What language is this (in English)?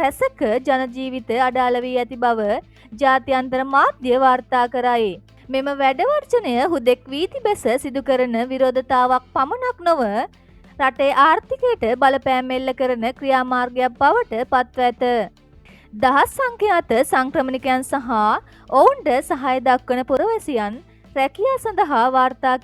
Sinhala